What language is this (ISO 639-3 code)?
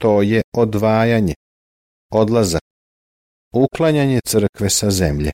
srp